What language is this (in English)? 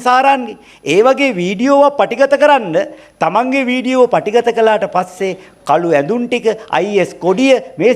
Sinhala